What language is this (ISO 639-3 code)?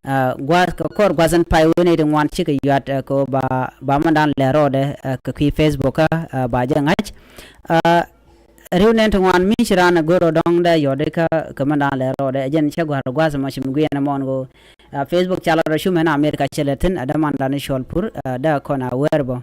nus